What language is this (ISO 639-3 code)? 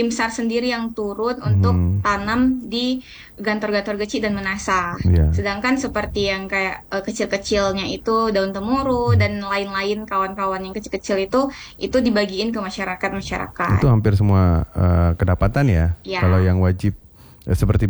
ind